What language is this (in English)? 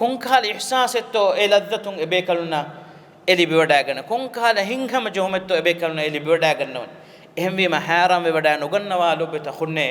Divehi